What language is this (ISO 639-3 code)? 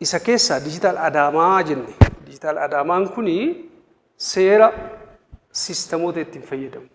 orm